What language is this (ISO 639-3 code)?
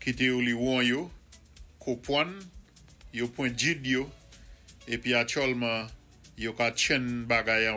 acf